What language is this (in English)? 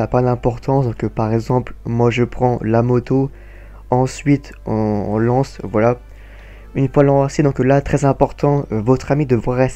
French